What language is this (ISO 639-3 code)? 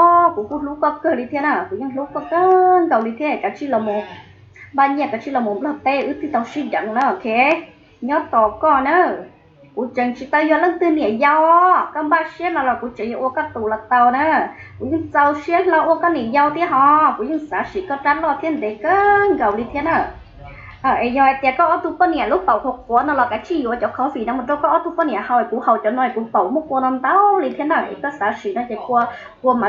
hmn